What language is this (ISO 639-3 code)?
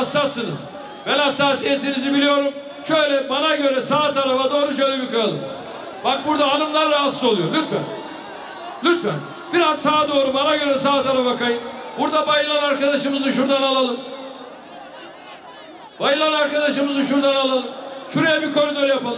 tur